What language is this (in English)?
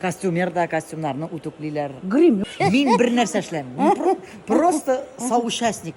Bashkir